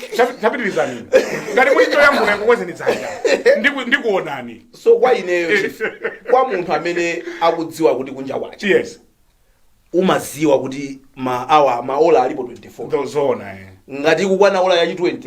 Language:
Nyanja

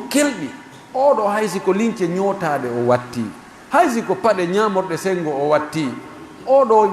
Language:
Pular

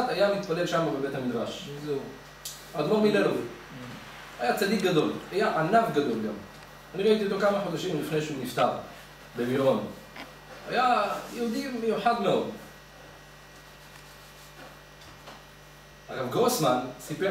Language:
Hebrew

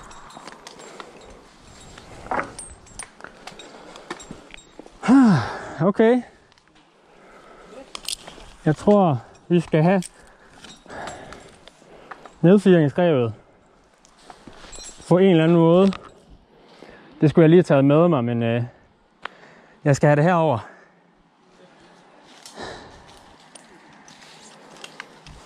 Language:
Danish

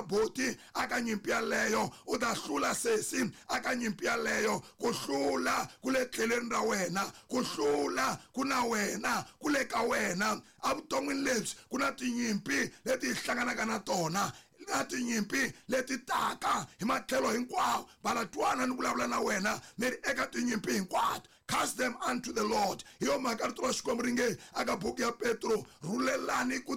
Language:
Tsonga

